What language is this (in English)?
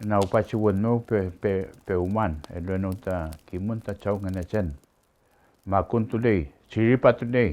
Mapuche